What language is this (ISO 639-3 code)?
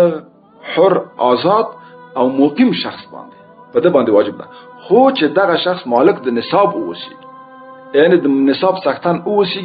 pus